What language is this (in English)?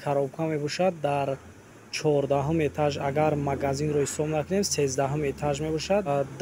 Tajik